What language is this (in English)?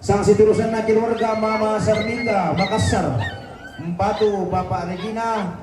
Toraja-Sa'dan